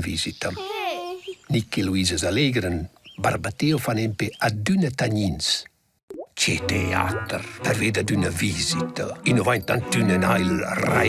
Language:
Romansh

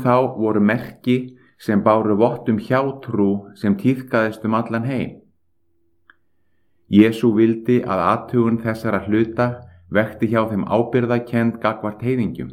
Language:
Icelandic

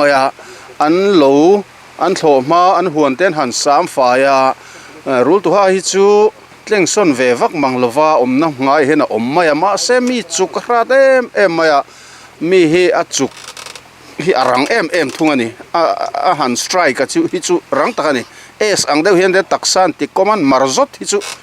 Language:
Mizo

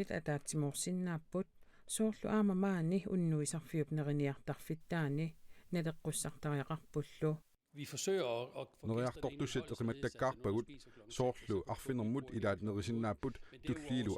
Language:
Kalaallisut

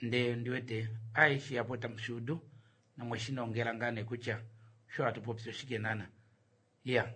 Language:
Kuanyama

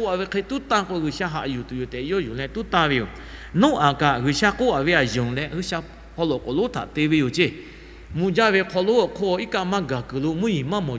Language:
Lahu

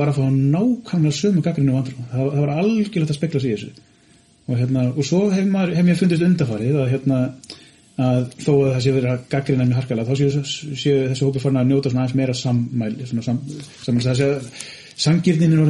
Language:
Icelandic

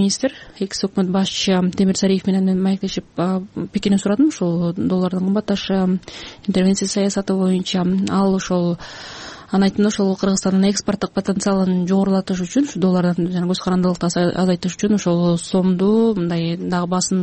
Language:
Kyrgyz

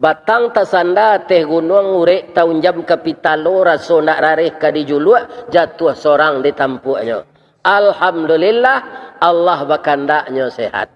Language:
Minangkabau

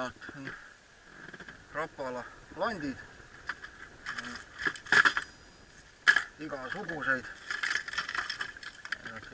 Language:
Estonian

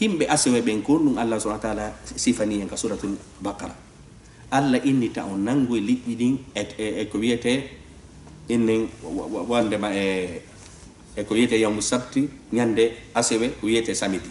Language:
Fula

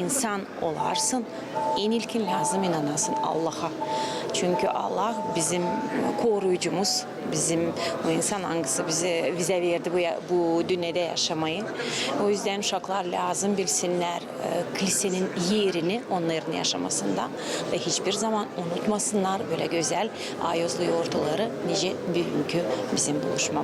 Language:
Gagauz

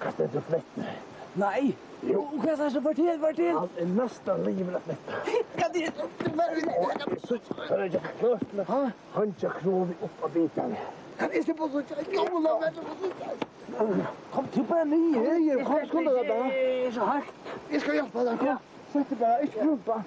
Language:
Faroese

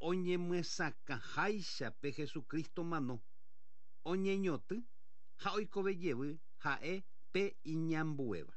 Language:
Guarani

